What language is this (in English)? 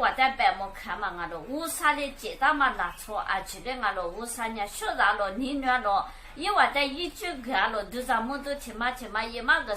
Lisu